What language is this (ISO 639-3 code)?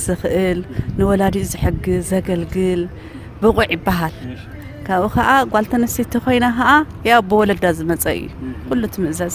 tir